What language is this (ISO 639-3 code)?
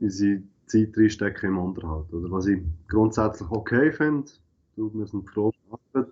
gsw